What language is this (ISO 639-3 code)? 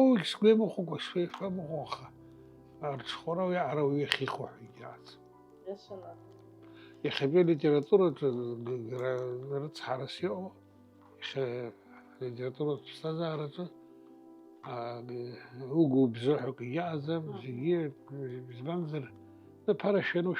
abk